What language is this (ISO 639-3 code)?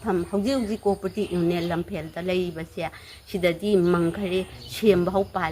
mni